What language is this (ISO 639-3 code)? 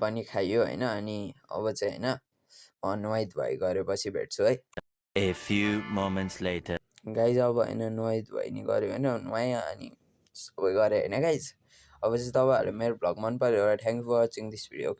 nep